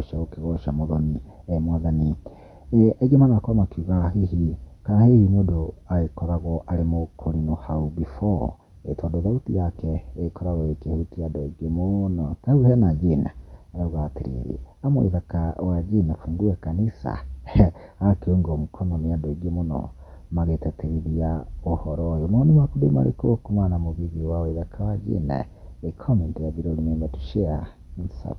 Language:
Kikuyu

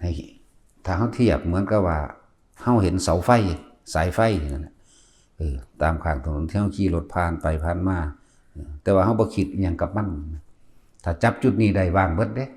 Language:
Northeastern Thai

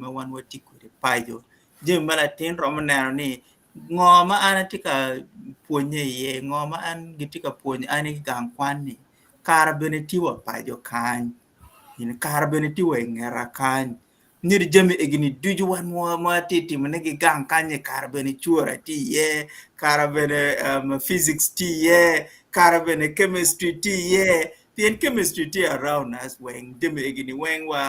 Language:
Acoli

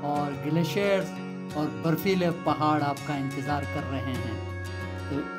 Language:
Hindi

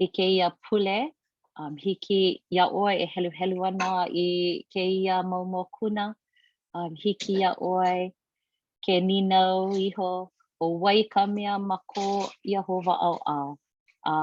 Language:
Hawaiian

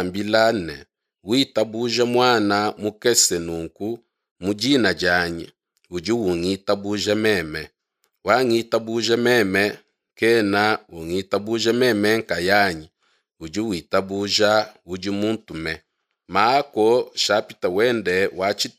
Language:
Luba-Lulua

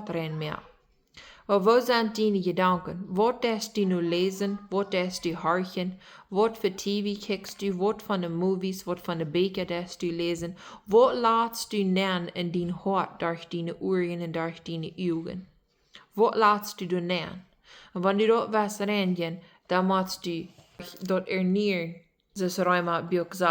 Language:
Plautdietsch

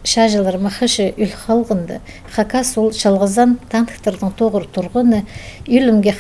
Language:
Khakas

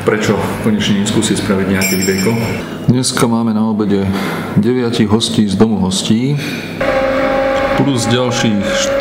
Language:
Slovak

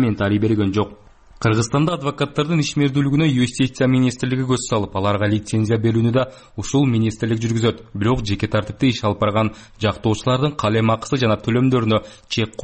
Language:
Kyrgyz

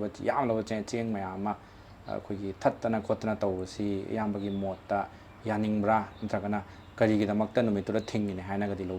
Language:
Manipuri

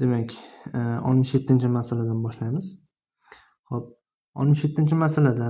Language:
Uzbek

